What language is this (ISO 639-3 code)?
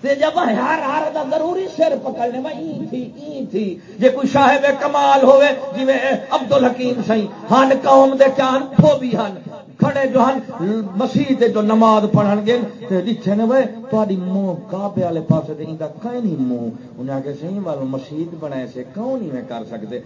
skr